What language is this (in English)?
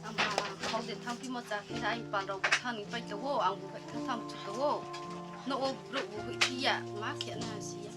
Riang (India)